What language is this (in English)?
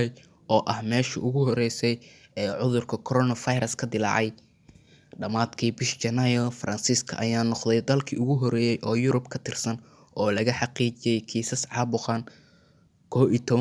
Somali